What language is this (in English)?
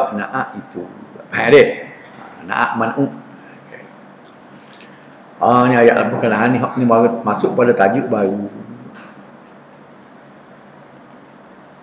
Malay